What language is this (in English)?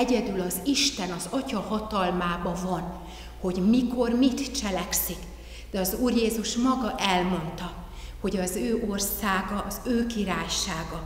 Hungarian